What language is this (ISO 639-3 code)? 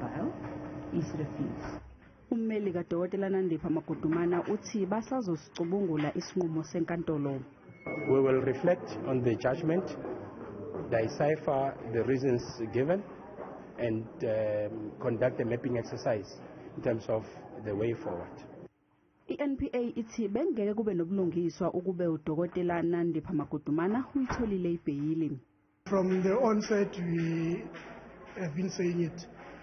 zul